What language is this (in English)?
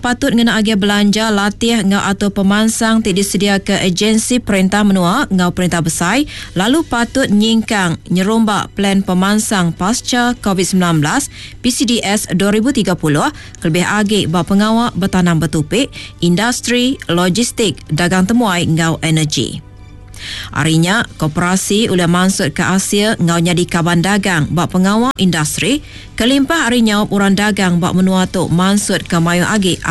Iban